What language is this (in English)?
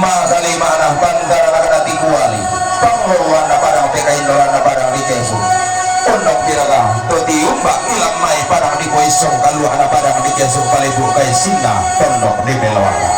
Toraja-Sa'dan